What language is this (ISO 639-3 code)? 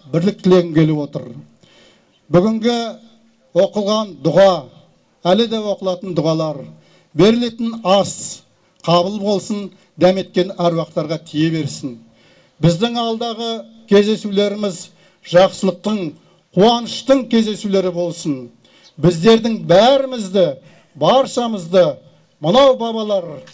kaz